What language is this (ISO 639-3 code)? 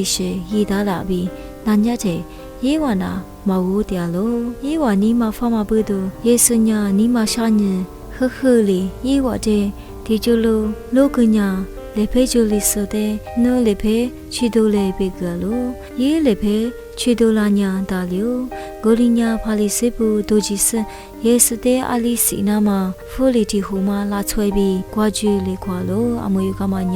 lis